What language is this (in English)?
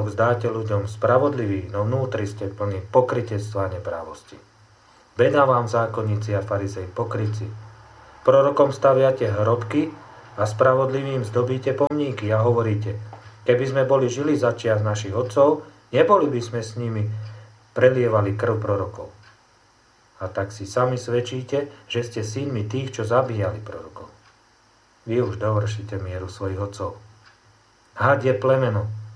Slovak